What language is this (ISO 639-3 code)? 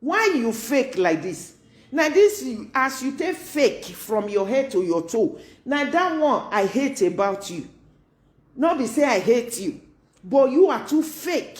pcm